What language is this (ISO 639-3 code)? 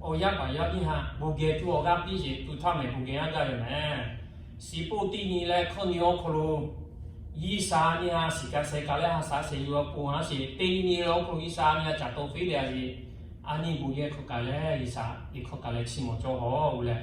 lhu